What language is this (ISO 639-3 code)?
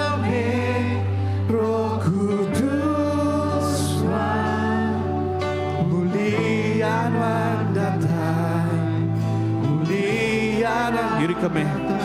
iba